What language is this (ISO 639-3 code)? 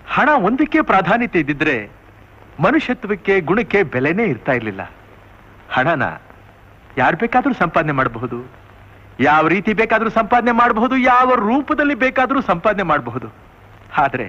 kan